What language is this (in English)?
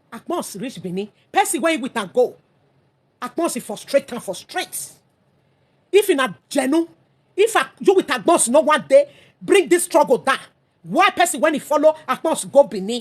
Nigerian Pidgin